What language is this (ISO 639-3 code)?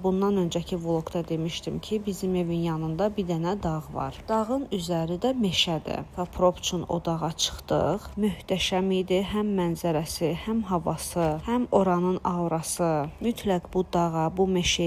aze